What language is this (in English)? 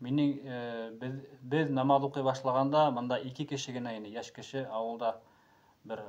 Bashkir